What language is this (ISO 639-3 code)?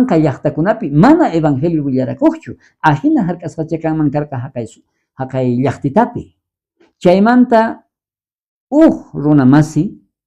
quh